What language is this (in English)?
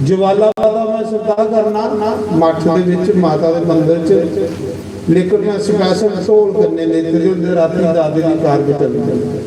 Dogri